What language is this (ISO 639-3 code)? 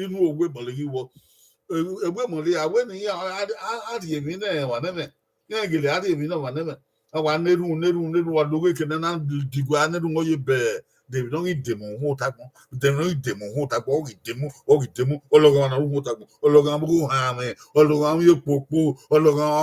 bin